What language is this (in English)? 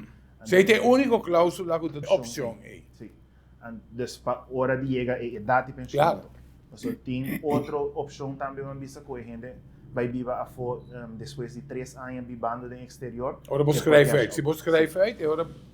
Papiamento